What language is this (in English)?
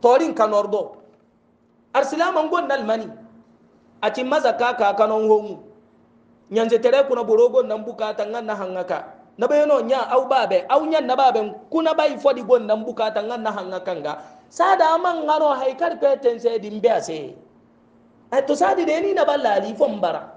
Hausa